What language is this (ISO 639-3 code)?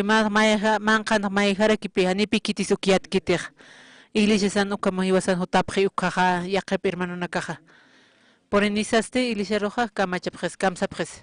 aym